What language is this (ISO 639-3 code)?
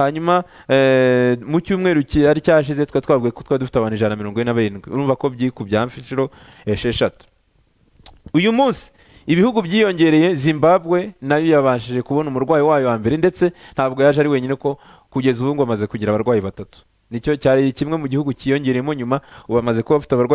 kin